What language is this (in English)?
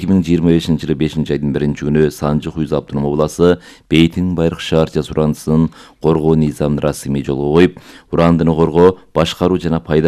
Kyrgyz